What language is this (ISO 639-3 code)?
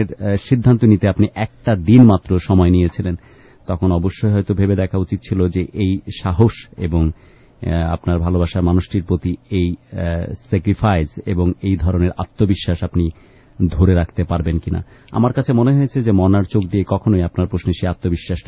ben